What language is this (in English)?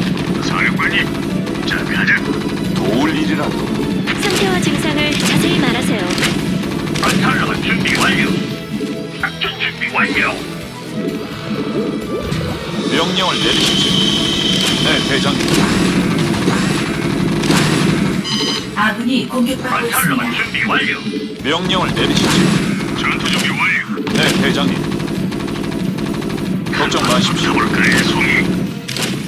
Korean